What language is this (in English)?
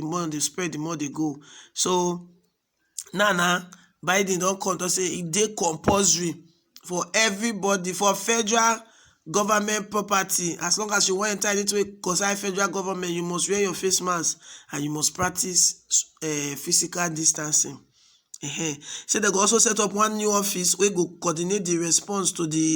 Nigerian Pidgin